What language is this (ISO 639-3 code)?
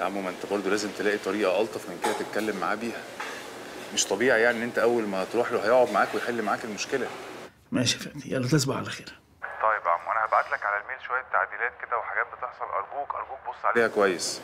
arz